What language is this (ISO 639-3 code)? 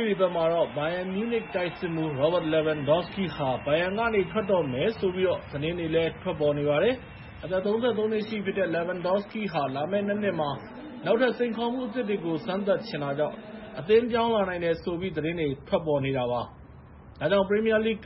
mya